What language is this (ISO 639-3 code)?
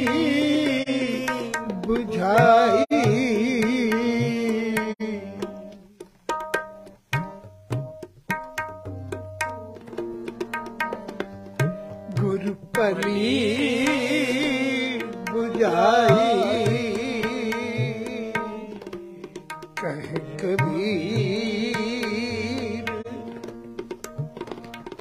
pan